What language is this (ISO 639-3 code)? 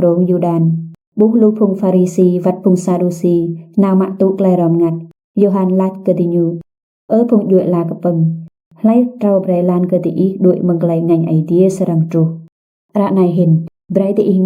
rad